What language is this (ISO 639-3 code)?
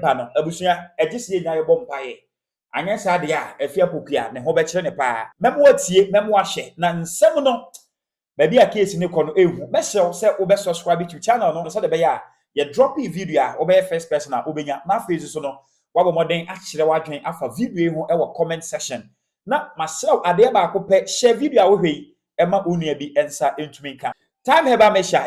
aka